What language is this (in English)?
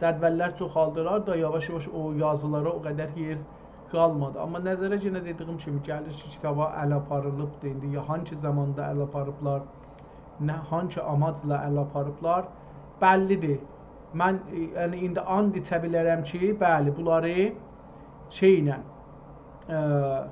South Azerbaijani